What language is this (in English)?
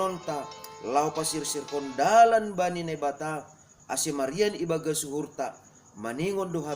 Batak Simalungun